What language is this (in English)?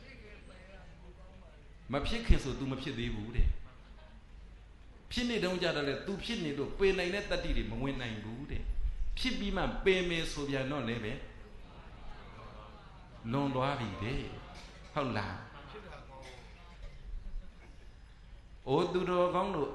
Burmese